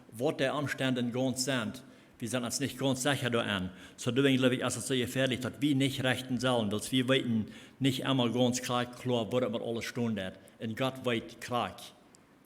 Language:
Plautdietsch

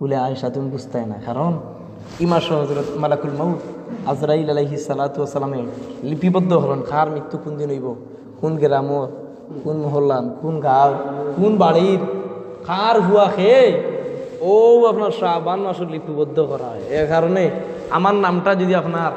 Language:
Sylheti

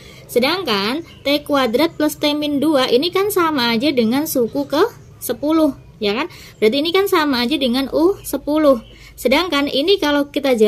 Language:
Indonesian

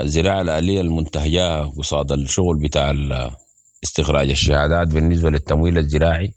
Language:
Sudanese Arabic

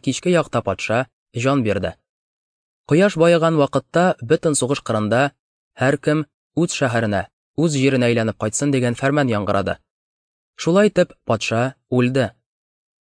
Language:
Tatar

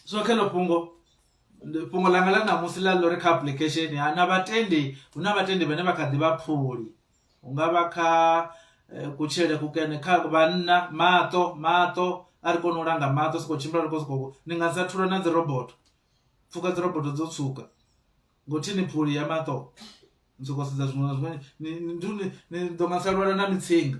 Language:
Venda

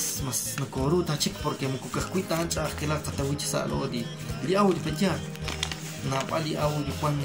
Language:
Kekchí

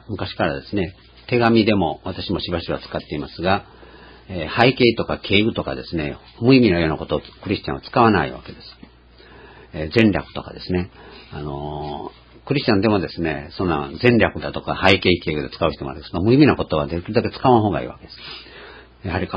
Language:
Japanese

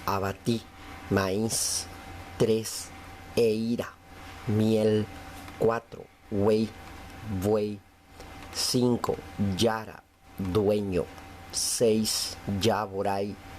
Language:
Guarani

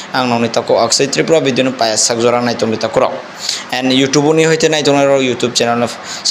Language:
Kok Borok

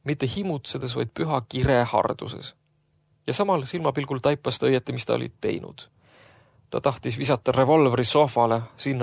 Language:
Estonian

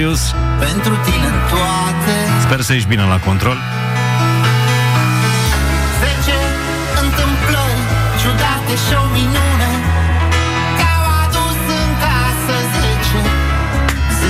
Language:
Romanian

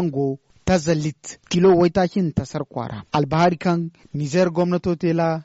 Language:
Zarma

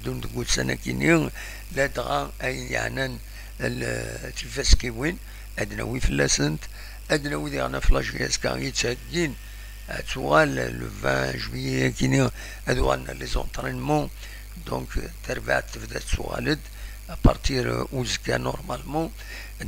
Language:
Kabyle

